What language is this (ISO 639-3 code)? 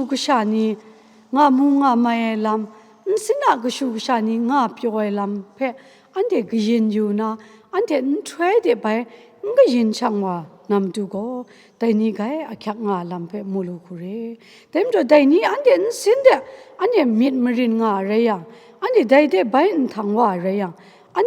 kac